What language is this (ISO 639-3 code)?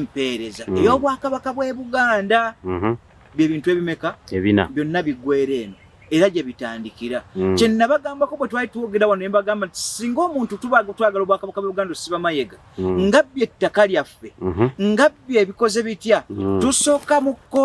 lug